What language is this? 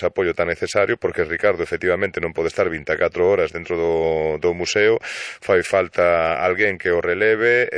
Galician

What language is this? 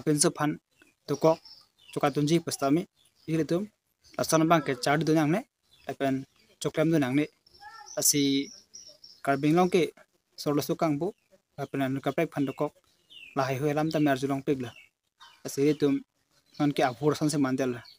Karbi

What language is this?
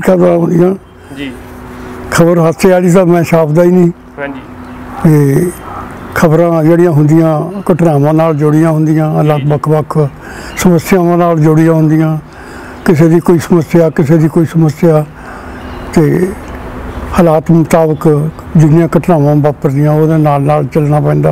Punjabi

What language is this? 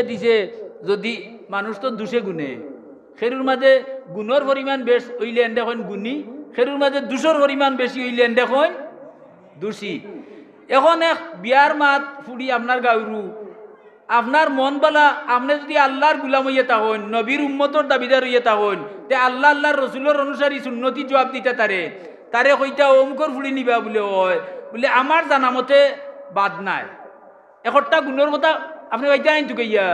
Sylheti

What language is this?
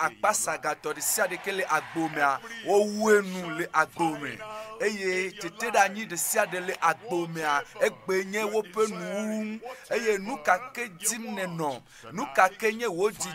Ewe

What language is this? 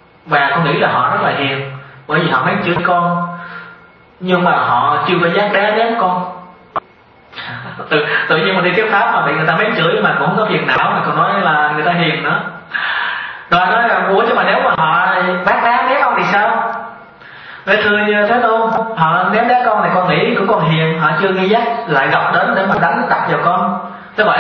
Vietnamese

